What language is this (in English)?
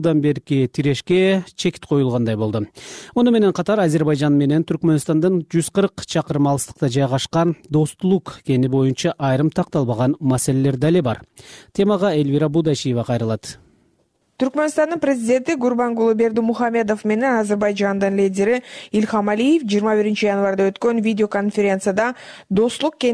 Kyrgyz